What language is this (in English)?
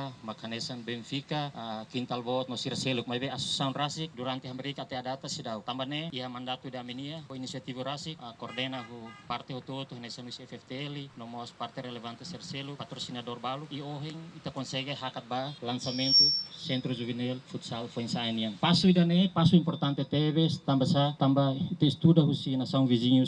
Tetum